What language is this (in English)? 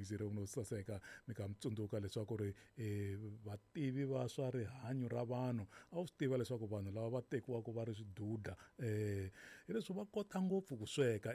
Tsonga